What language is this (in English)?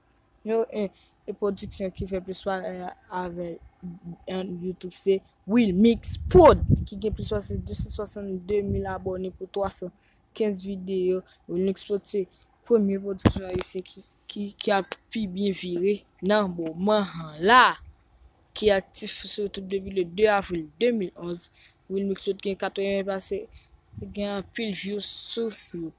Haitian Creole